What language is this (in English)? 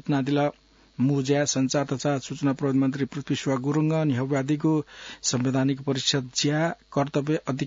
Newari